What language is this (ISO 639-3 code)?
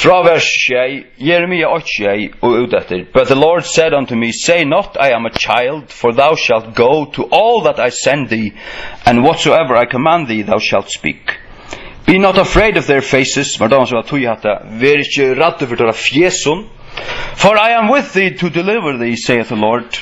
fao